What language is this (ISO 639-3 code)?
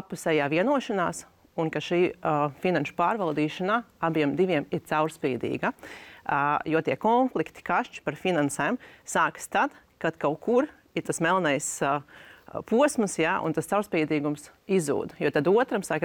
lav